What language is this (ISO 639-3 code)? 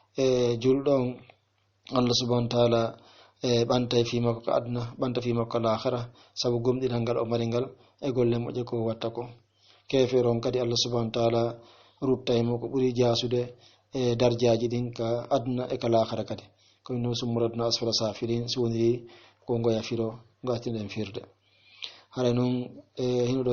ful